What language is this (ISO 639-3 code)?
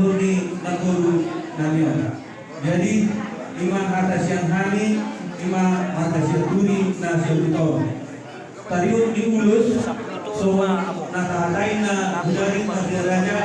bbc